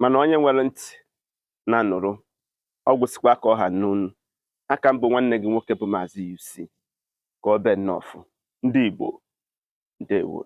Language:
Igbo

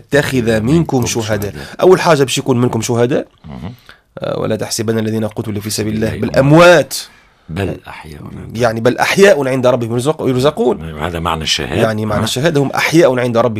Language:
Tunisian Arabic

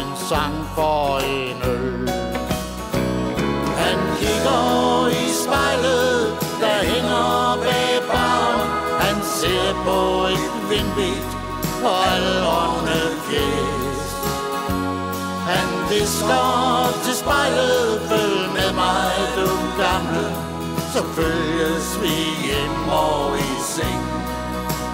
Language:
Danish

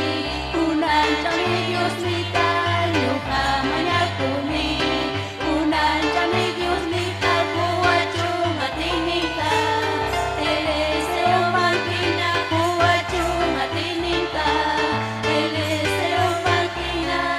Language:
Ayacucho Quechua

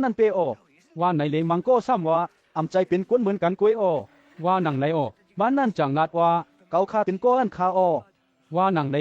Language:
Shan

